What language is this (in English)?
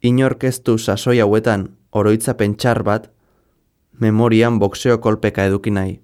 Basque